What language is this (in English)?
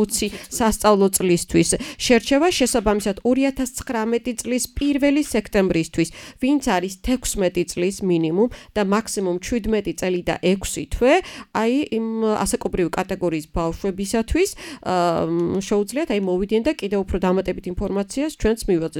Georgian